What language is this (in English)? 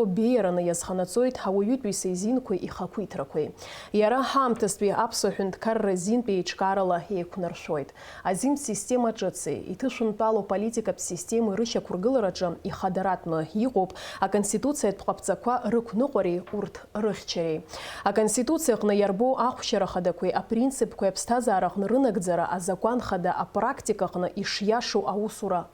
Abkhazian